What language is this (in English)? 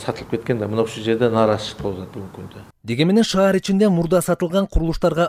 Kyrgyz